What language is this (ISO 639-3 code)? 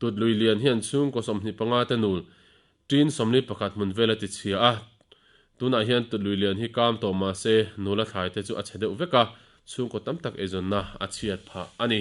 lus